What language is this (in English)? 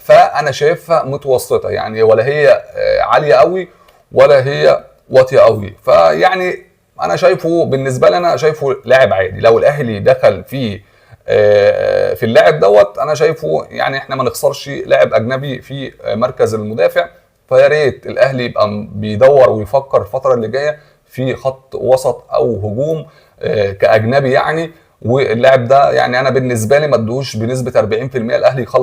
Egyptian Arabic